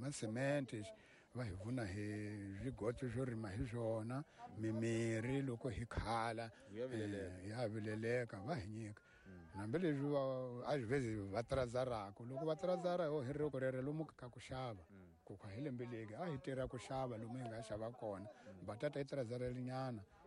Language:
Tsonga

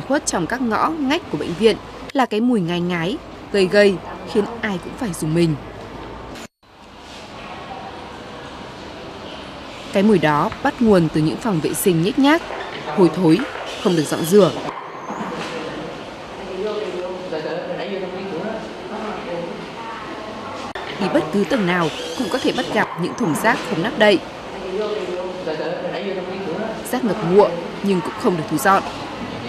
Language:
Vietnamese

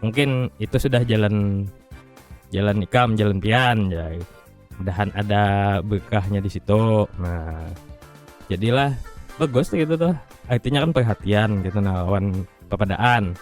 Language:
Banjar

